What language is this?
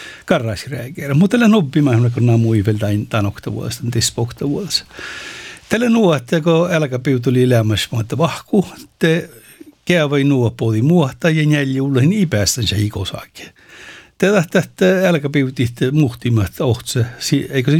Northern Sami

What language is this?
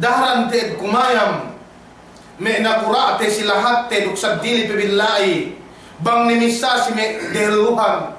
Yakan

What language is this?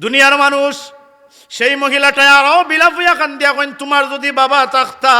Sylheti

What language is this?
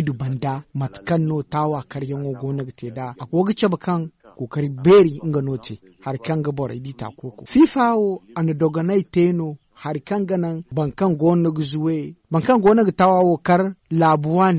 Zarma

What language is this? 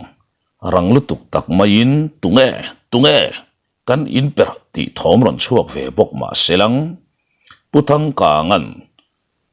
Mizo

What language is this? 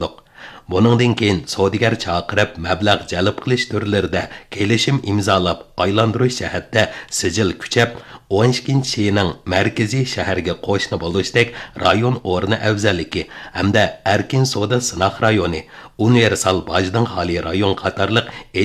Uyghur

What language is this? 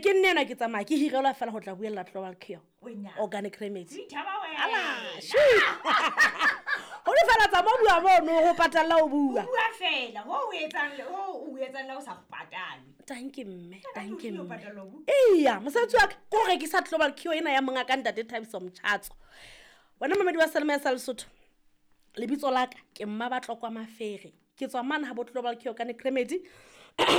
Southern Sotho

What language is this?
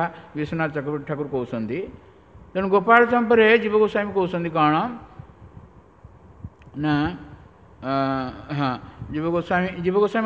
Odia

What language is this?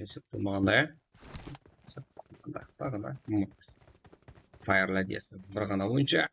Kara-Kalpak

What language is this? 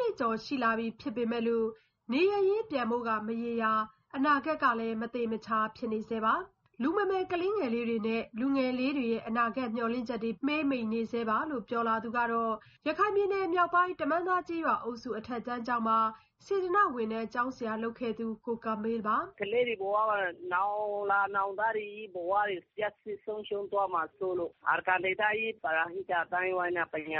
Burmese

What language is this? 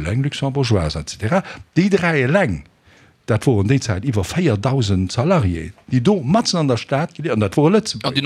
Luxembourgish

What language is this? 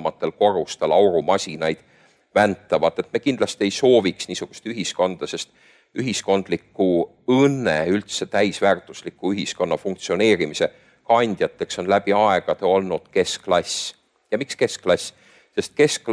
Estonian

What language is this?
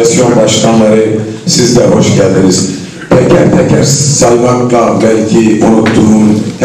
Turkish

